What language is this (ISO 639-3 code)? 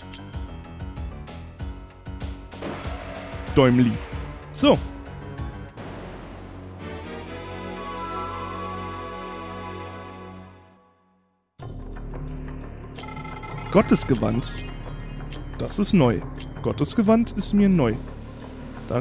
deu